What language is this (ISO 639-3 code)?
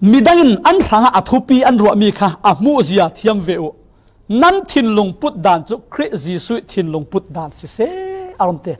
cfm